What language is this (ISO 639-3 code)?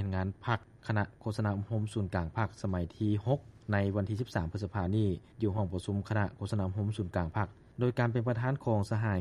lao